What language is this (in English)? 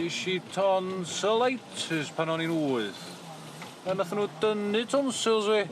Welsh